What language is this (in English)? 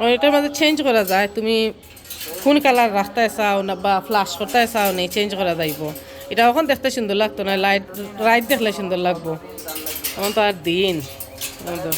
Sylheti